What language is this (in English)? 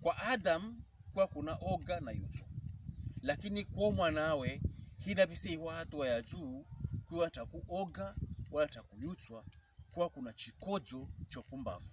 Pokomo